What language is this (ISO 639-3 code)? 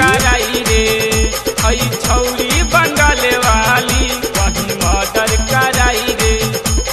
bho